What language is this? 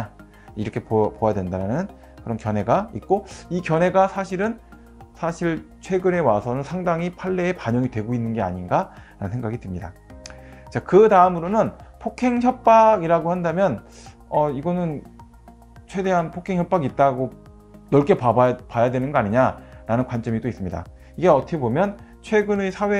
Korean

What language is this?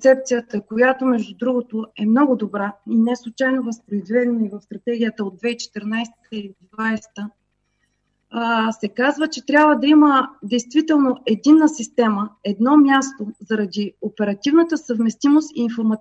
Bulgarian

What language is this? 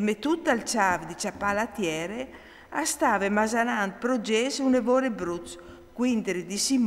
Friulian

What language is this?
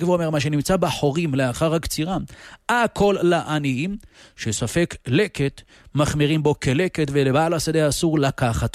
Hebrew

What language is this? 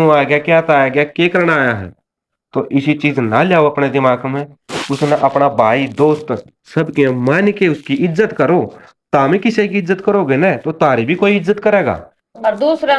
Haryanvi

